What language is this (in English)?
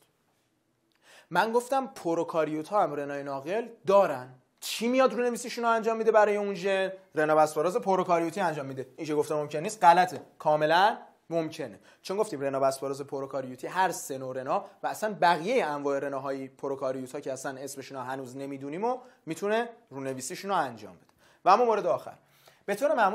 Persian